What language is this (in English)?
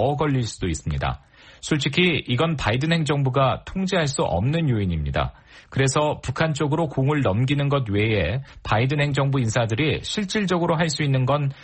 Korean